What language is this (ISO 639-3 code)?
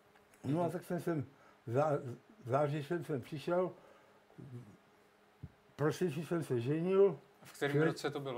ces